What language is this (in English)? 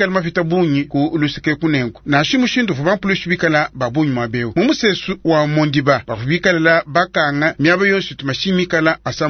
Luba-Lulua